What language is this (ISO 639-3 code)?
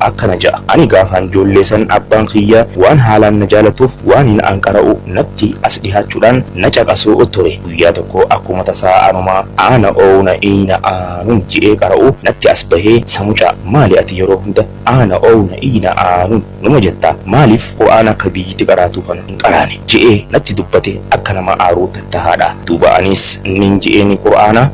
orm